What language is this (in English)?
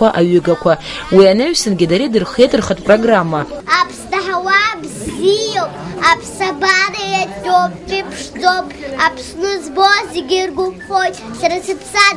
Abkhazian